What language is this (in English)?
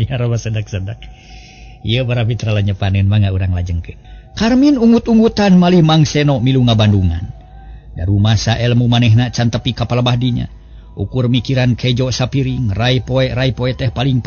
Sundanese